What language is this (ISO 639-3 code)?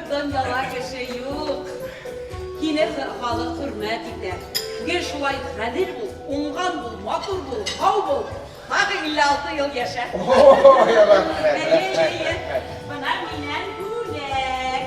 bak